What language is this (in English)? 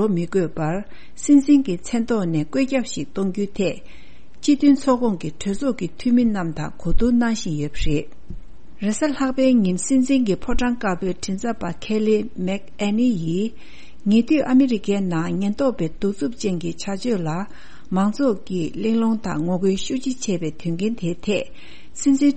Tibetan